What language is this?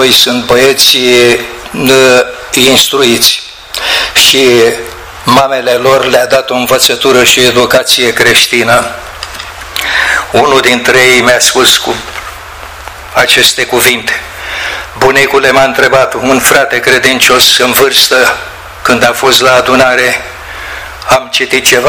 Romanian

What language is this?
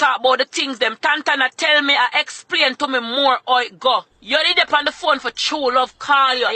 Jamaican Creole English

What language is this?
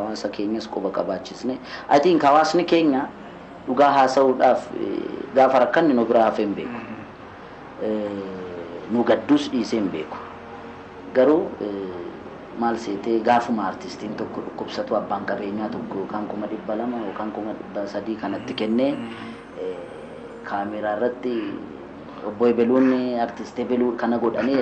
Oromo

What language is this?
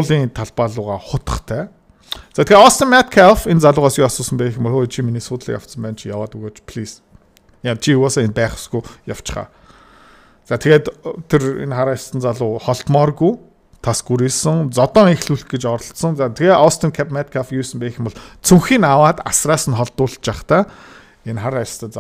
Mongolian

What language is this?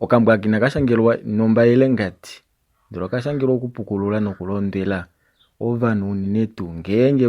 Kuanyama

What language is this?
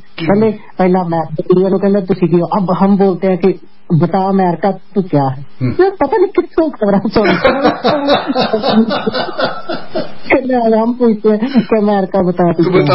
Punjabi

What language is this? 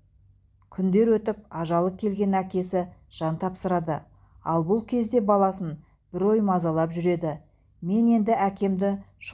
Kazakh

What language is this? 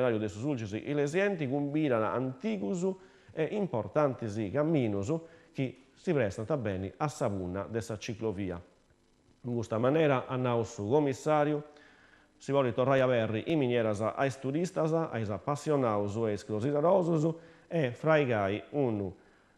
Sardinian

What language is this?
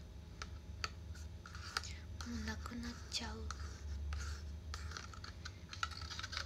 Japanese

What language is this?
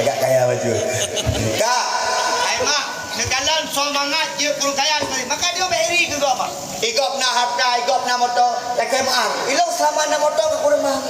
Achinese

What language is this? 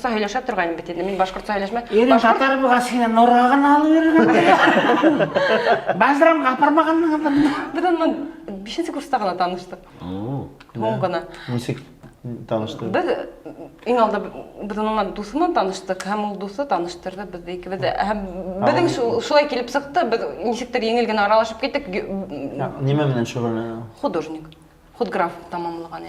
Bashkir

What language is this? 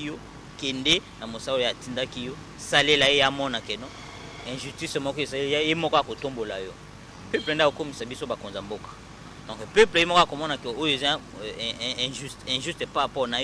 Lingala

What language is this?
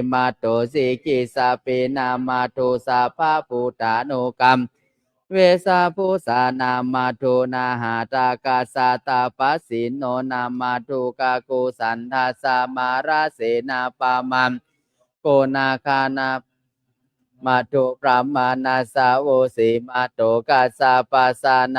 Pali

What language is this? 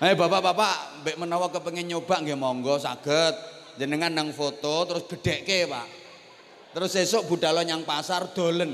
Javanese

